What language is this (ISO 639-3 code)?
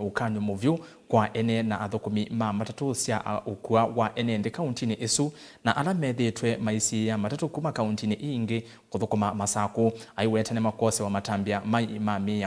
kam